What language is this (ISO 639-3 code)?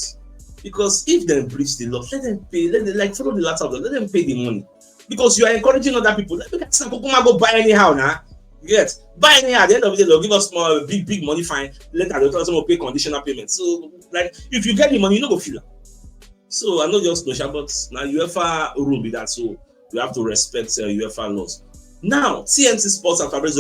pcm